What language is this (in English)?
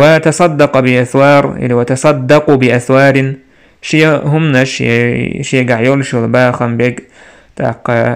Chechen